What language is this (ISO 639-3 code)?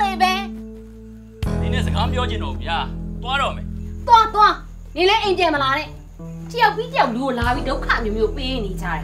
mya